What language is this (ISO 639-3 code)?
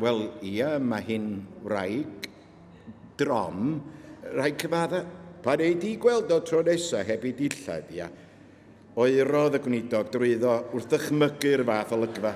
cym